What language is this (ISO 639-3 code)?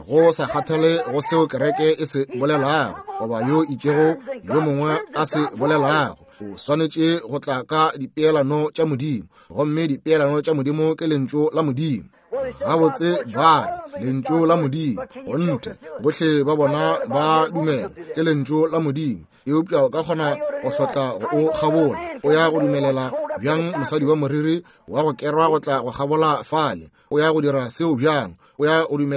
nso